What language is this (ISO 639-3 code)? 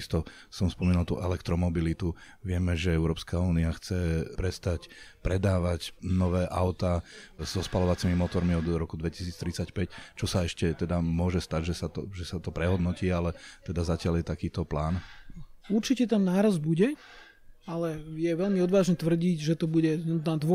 slk